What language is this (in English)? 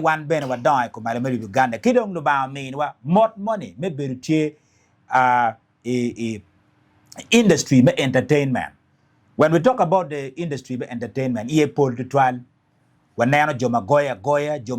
Acoli